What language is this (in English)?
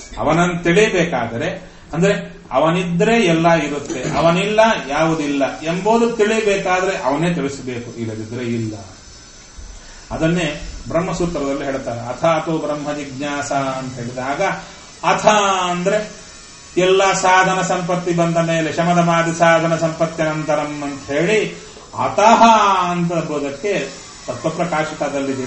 Kannada